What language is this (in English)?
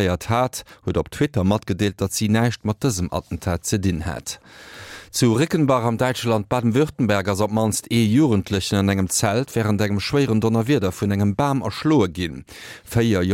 Luxembourgish